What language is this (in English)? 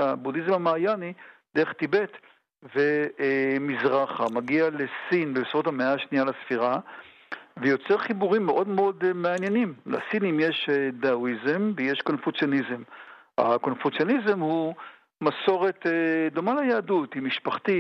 Hebrew